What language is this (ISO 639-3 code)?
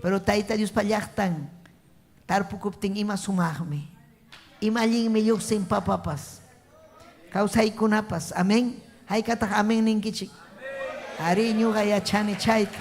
quy